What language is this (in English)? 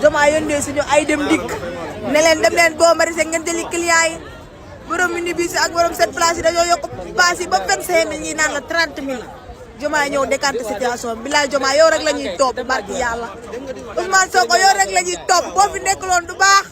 Wolof